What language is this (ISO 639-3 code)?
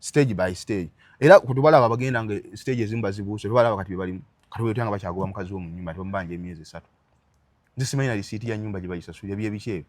lug